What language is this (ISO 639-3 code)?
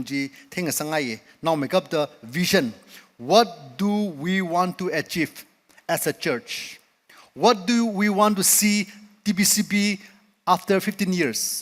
nmf